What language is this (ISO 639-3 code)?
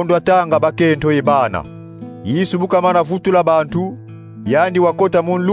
kon